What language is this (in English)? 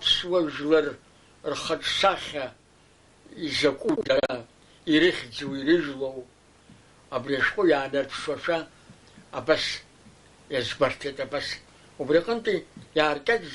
Abkhazian